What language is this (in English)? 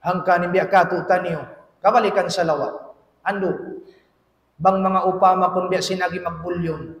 Tausug